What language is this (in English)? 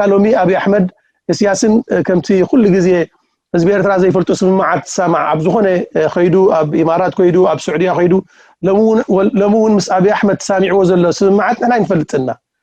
Tigrinya